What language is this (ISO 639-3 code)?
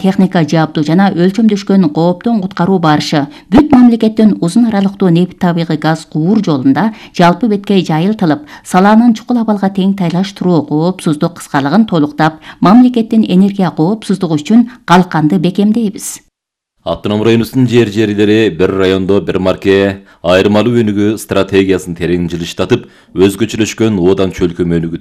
kir